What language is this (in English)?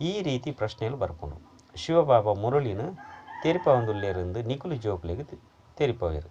Tulu